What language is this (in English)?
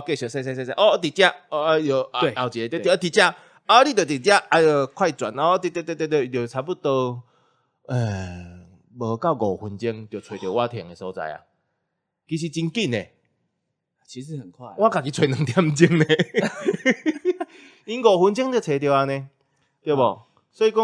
Min Nan Chinese